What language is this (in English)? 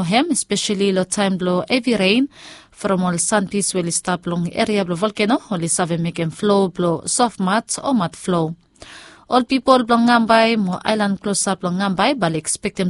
Bislama